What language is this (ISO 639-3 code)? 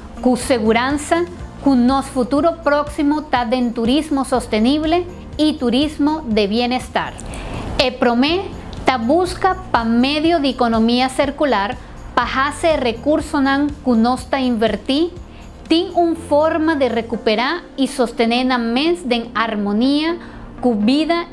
pap